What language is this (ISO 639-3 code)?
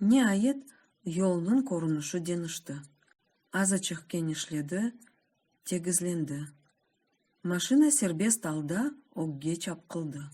crh